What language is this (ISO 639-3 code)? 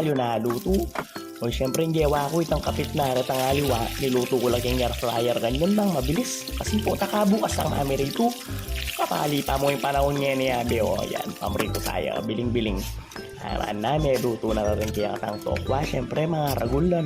pam